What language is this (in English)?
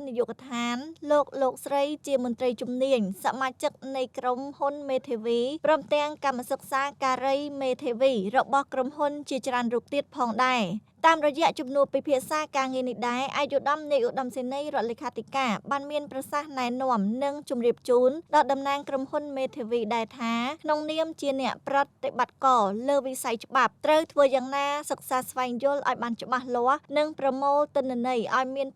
Khmer